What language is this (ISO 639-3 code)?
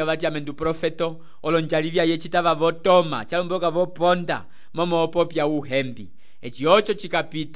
umb